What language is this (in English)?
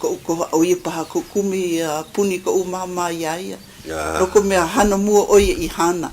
Hawaiian